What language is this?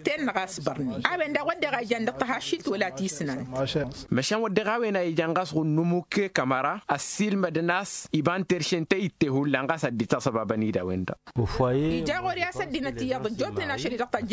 Tamasheq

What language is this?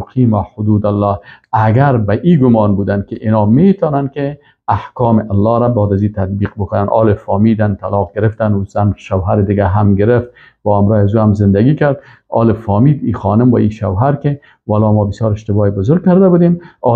Persian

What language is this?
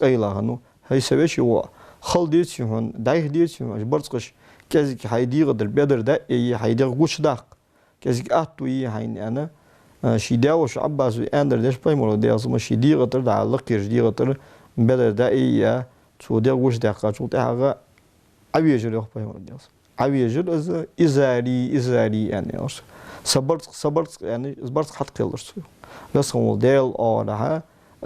Ingush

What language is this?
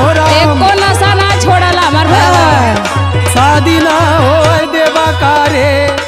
Bhojpuri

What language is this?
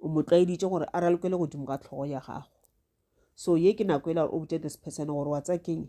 Northern Sotho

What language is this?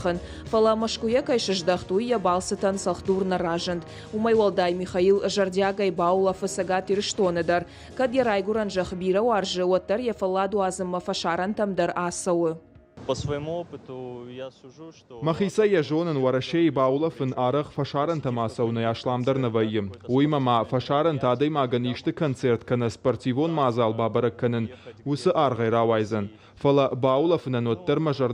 Ossetic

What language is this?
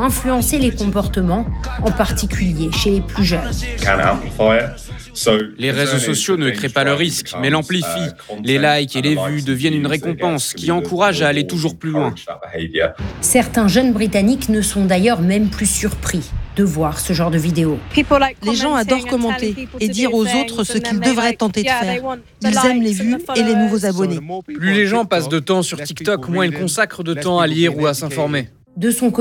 French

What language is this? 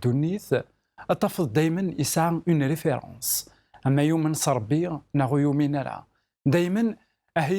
Kabyle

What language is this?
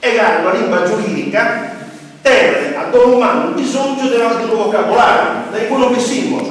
Sardinian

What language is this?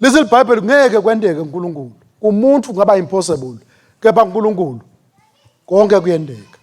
Swati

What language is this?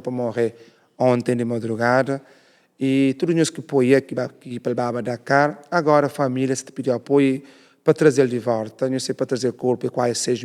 Kabuverdianu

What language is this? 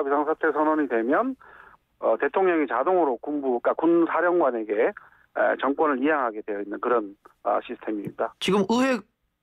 Korean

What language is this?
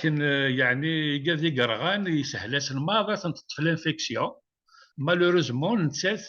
Kabyle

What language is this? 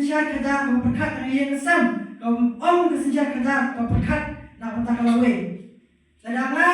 Khasi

